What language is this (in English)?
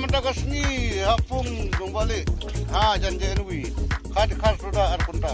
Khasi